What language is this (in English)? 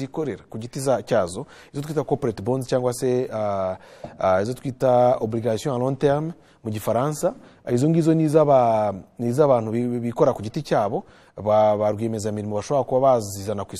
Kinyarwanda